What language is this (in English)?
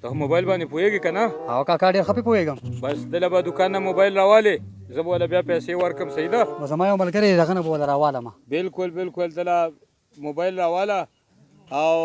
Pashto